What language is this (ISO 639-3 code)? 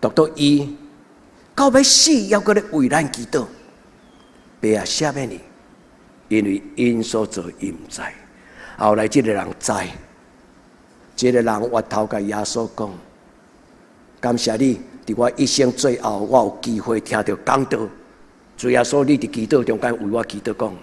nan